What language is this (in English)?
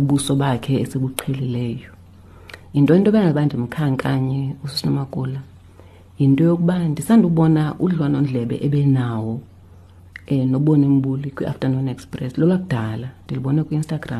Xhosa